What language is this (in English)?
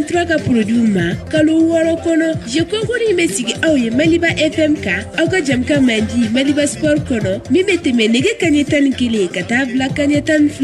Bambara